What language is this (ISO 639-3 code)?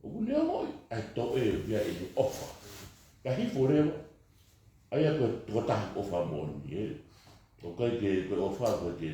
ton